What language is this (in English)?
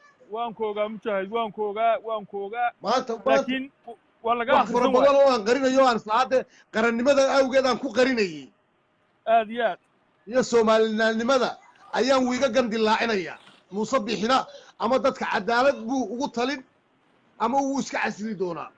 Somali